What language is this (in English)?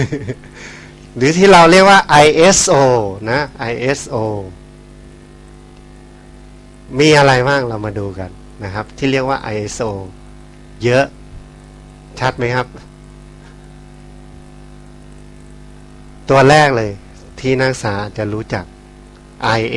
Thai